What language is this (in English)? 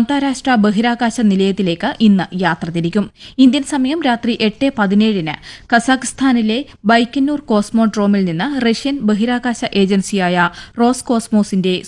Malayalam